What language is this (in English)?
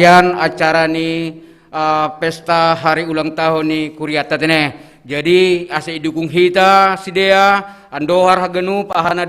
Batak Simalungun